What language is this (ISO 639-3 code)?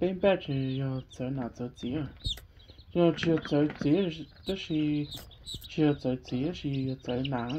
hmn